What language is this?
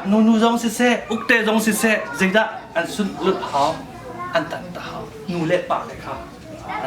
Hakha Chin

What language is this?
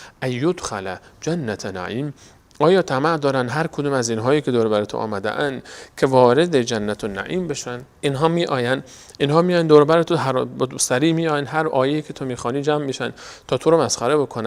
Persian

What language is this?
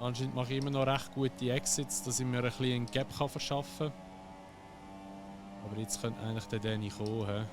Swiss German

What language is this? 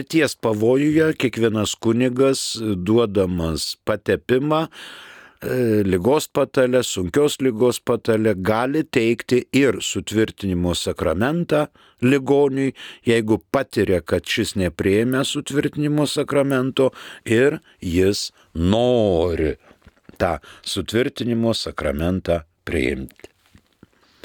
Lithuanian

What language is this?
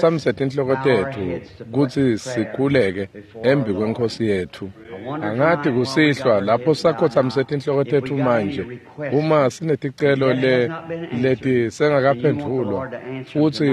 Swati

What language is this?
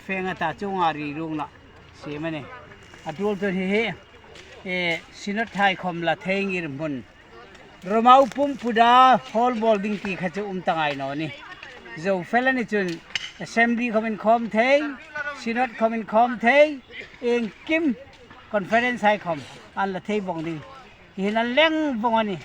Hmar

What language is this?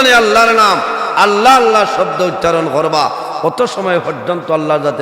Sylheti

